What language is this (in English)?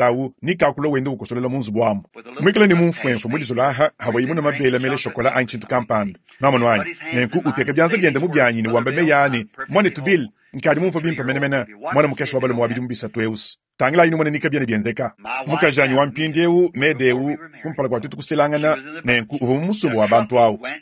Luba-Lulua